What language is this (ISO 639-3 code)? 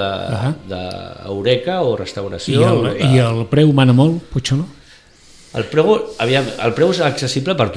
cat